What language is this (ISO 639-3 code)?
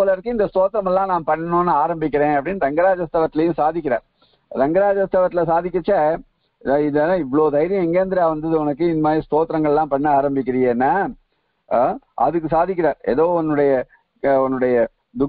tam